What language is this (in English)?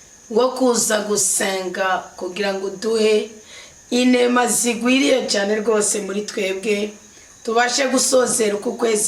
Rundi